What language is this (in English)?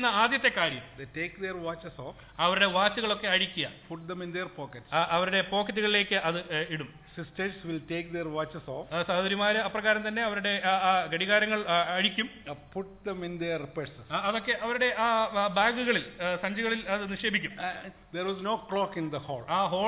Malayalam